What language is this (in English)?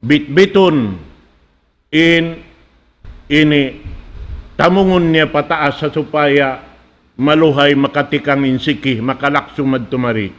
Tausug